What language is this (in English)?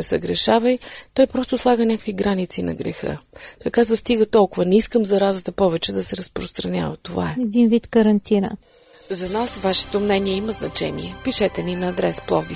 Bulgarian